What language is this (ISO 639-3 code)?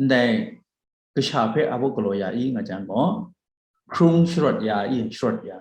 kac